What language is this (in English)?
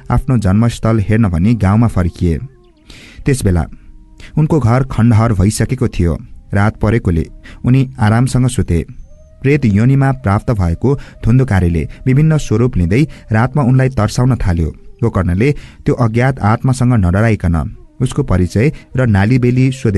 Nepali